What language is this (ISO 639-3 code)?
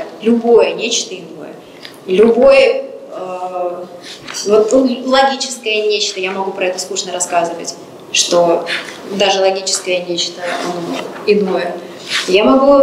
rus